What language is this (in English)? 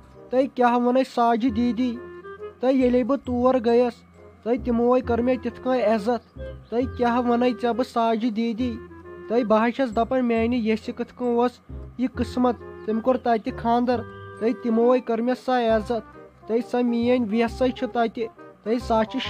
Kashmiri